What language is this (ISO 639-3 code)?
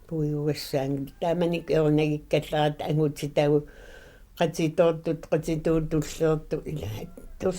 kal